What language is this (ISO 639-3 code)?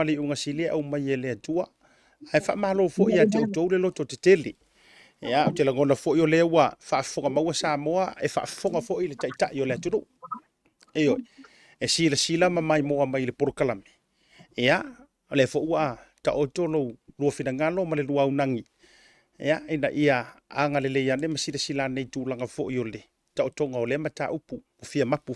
smo